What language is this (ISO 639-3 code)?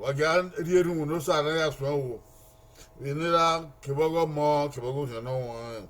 bin